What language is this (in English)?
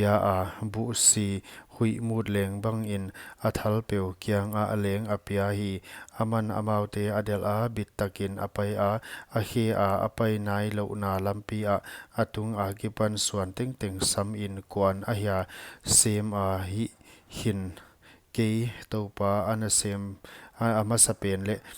Paite Chin